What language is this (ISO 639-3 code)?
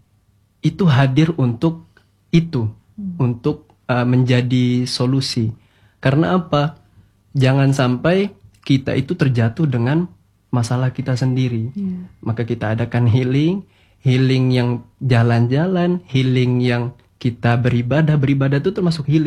ind